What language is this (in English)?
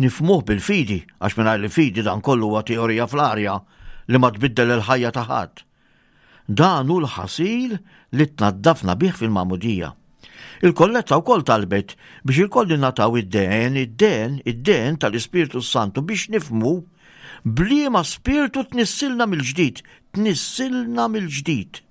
Maltese